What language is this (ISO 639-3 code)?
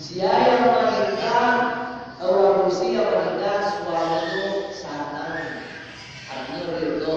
min